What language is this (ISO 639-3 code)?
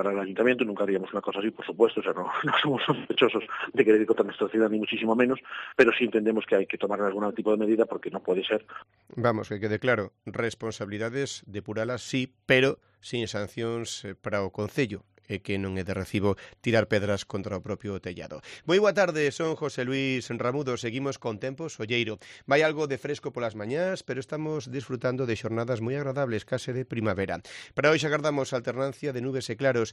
glg